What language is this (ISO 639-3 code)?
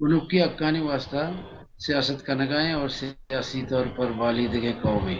bal